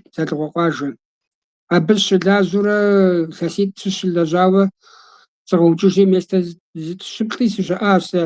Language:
Kabardian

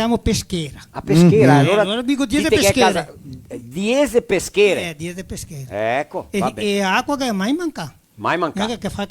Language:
Venetian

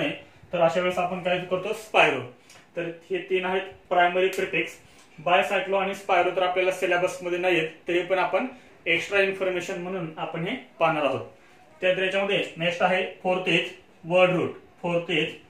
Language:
Marathi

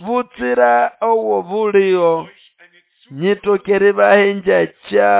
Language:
Nande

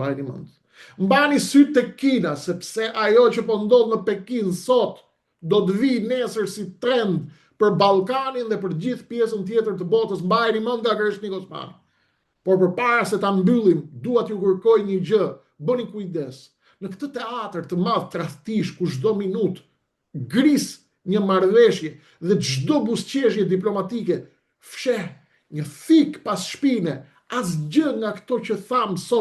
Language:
Albanian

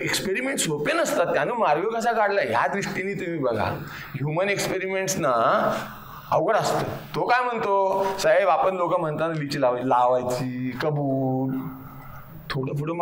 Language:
Marathi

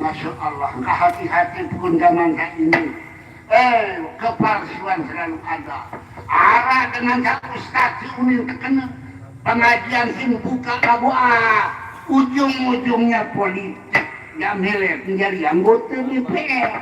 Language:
Sasak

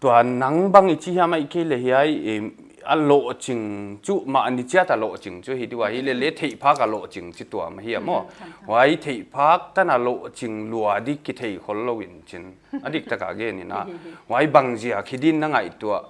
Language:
Paite Chin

